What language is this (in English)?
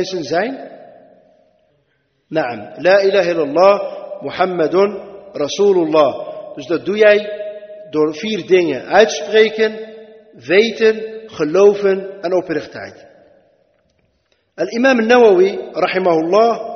Dutch